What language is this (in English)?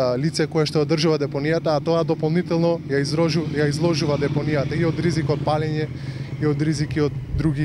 Macedonian